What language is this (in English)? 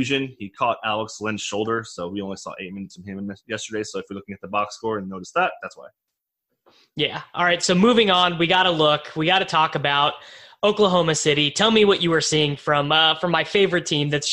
English